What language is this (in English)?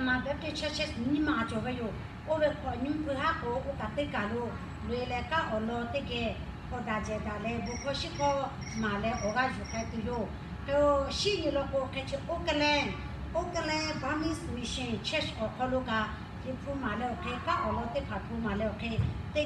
Lahu